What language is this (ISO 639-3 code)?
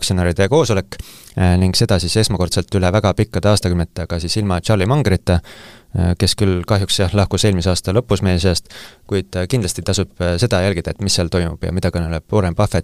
est